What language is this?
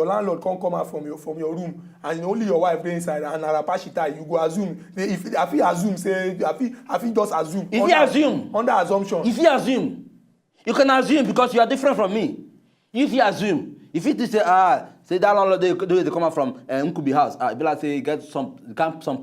Nigerian Pidgin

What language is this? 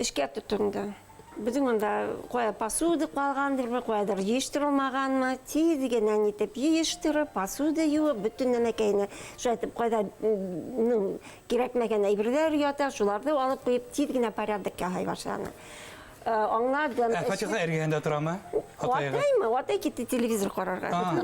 Bashkir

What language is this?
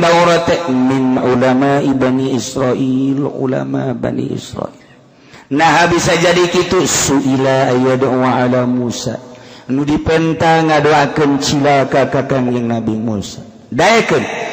Sundanese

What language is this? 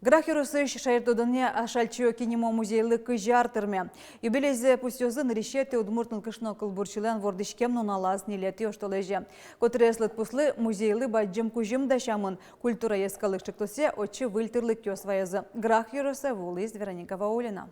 Udmurt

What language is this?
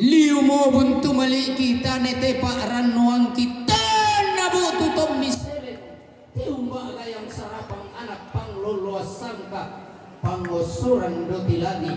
Toraja-Sa'dan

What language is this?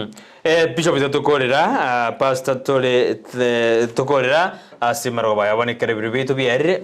Gusii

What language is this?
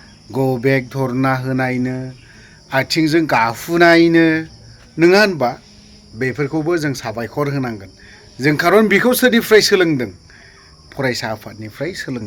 Bodo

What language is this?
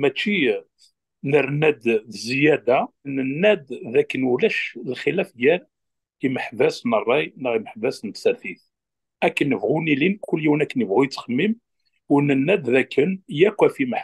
Kabyle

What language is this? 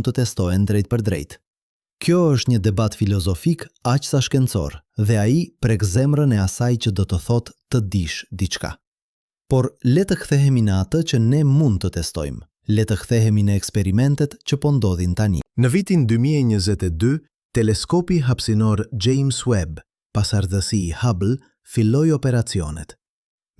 Albanian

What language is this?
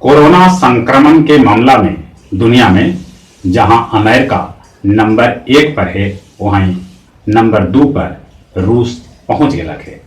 Magahi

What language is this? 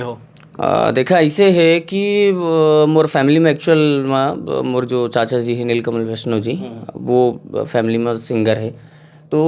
Chhattisgarhi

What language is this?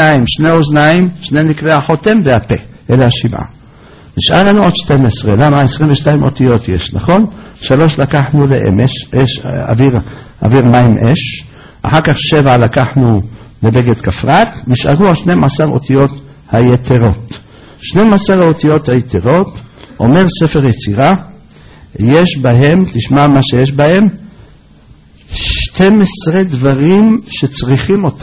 Hebrew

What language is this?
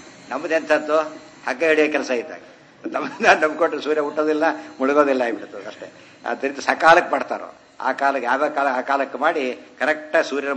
Kannada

